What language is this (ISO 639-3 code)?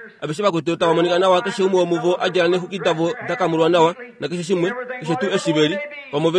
kua